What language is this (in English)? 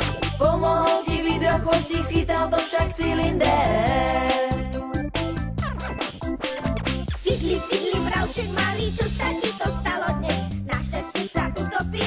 Slovak